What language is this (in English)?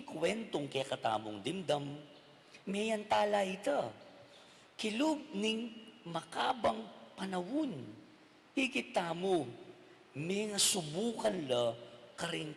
Pampanga